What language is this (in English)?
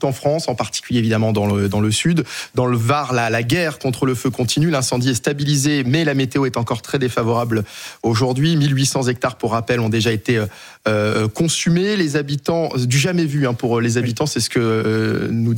French